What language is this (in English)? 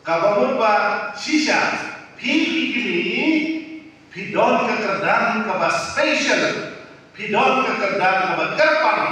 Khasi